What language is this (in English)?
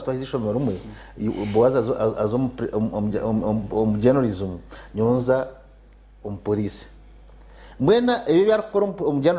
Nyankole